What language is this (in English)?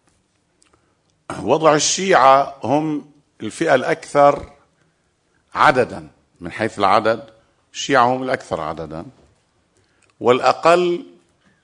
Persian